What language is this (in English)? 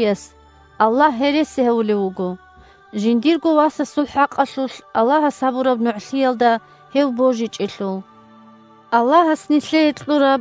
Avaric